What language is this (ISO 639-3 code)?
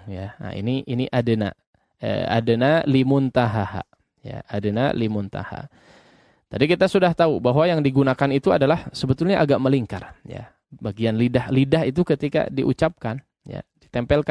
ind